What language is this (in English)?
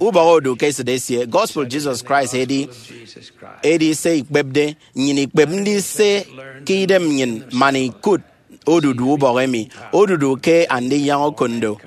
Efik